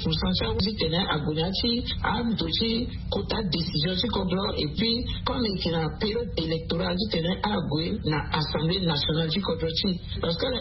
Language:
Sango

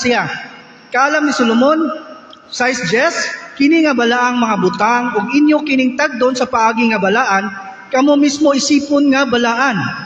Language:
Cebuano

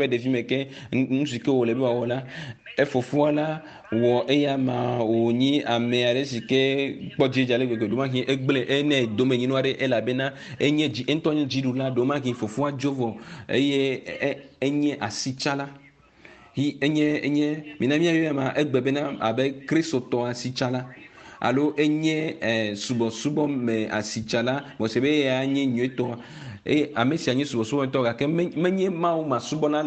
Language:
Ewe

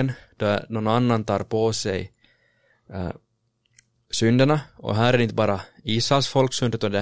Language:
Swedish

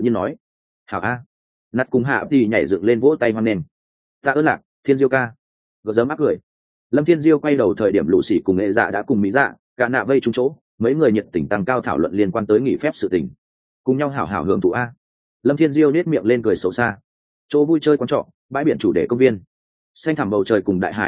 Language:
Vietnamese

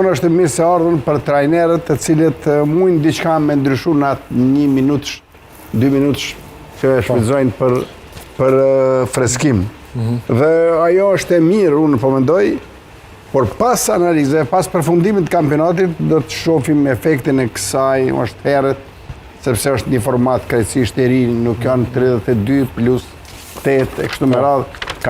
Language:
Albanian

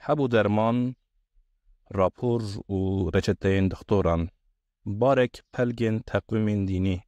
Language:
Kurdish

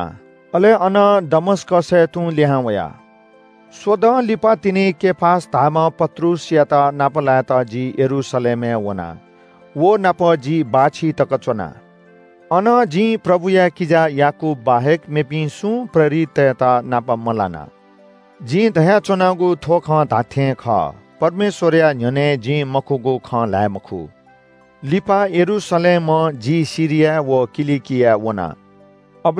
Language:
Newari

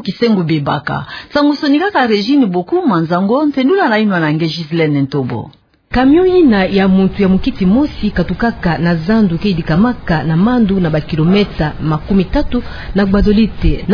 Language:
Kituba (Democratic Republic of Congo)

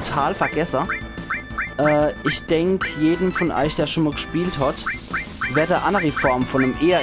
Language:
Palatine German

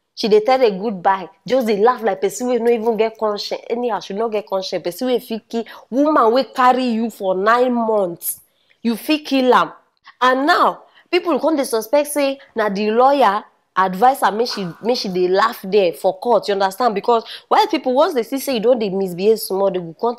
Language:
Nigerian Pidgin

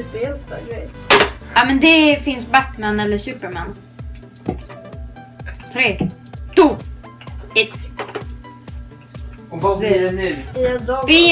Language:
Swedish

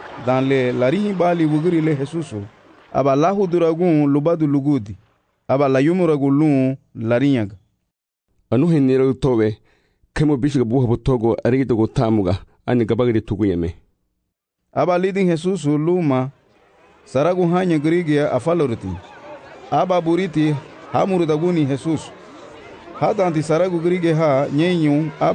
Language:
Garifuna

